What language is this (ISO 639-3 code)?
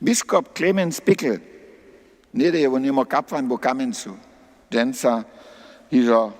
hsb